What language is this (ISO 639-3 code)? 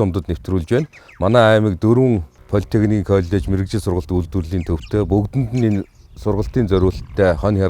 mon